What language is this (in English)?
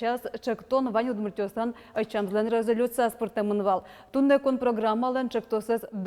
Udmurt